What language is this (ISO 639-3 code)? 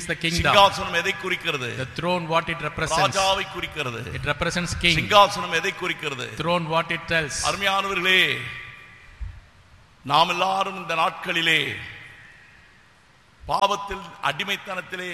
tam